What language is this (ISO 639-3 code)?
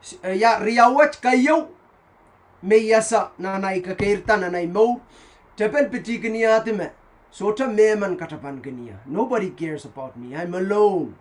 pon